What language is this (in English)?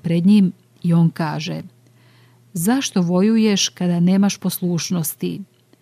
Serbian